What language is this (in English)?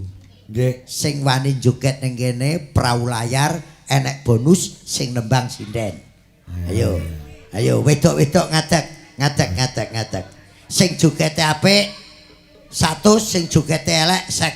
Javanese